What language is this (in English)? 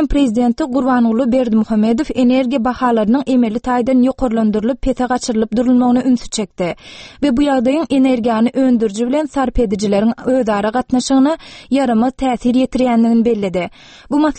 Turkmen